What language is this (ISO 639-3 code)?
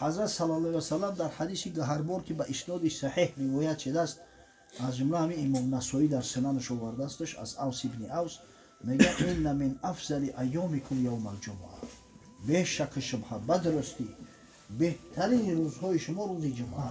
tgk